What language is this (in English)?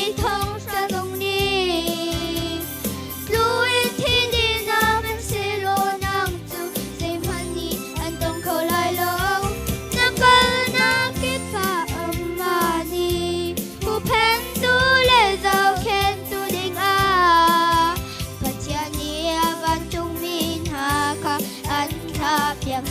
Hakha Chin